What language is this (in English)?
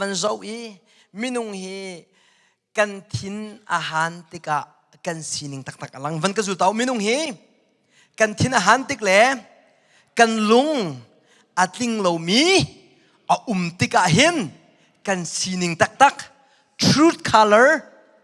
Hakha Chin